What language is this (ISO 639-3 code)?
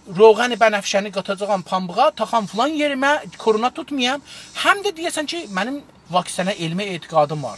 azb